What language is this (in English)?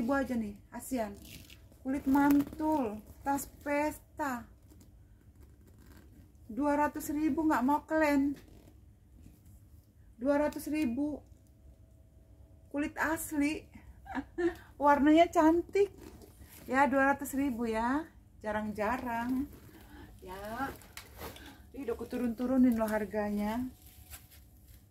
Indonesian